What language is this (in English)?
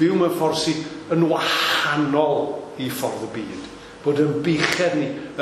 Welsh